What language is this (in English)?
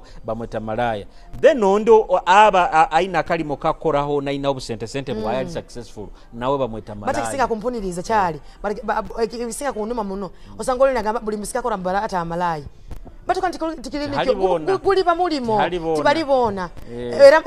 Nyoro